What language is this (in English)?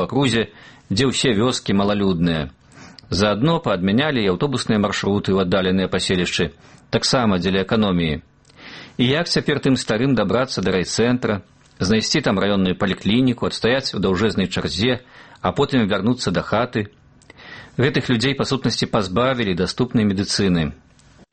Belarusian